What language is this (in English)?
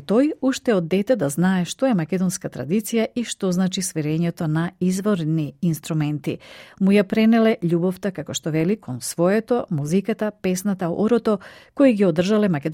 Macedonian